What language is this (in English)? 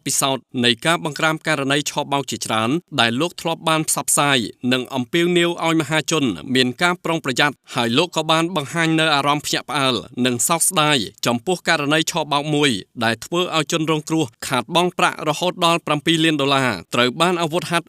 Khmer